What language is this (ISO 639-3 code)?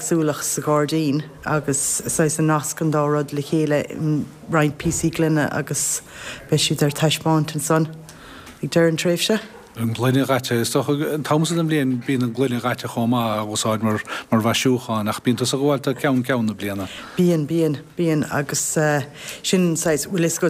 gle